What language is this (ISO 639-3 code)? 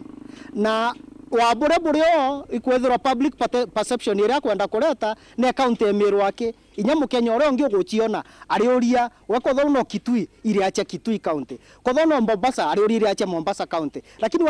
mer